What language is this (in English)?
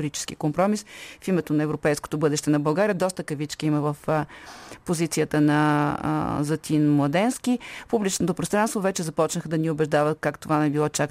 Bulgarian